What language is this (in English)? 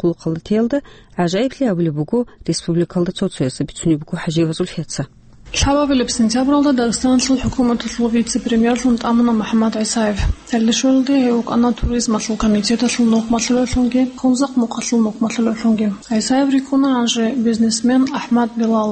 Avaric